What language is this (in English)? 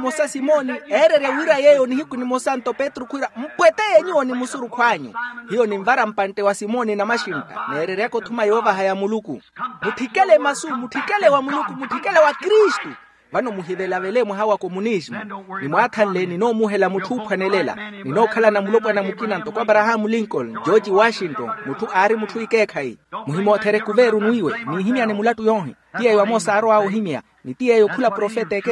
Makhuwa